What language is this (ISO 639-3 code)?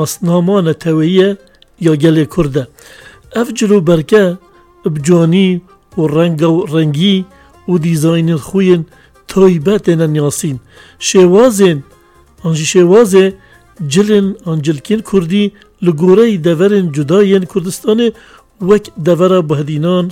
kur